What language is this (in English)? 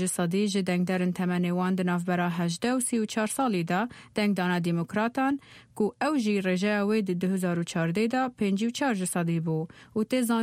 Kurdish